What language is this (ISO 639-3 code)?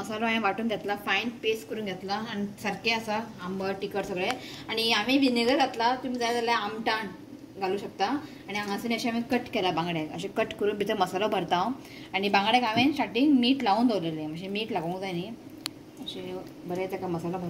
kok